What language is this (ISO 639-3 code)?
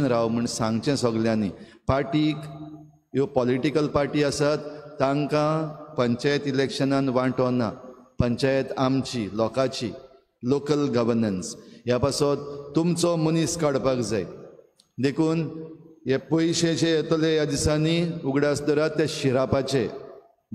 kok